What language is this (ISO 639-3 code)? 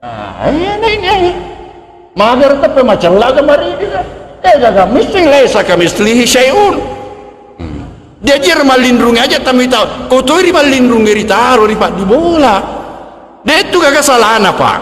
bug